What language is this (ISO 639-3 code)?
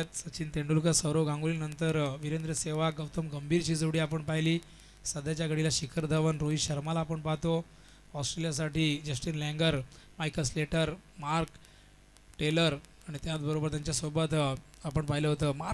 mar